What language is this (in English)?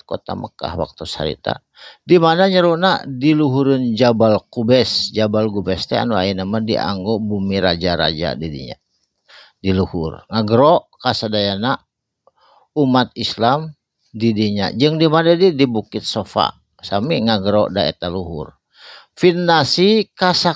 Sundanese